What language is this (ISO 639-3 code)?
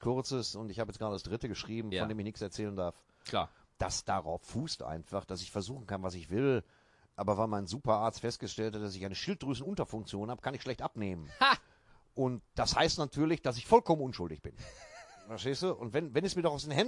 deu